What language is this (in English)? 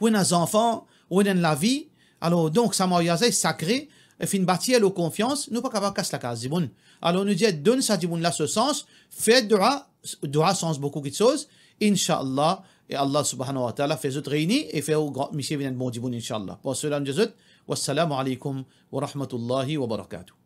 Morisyen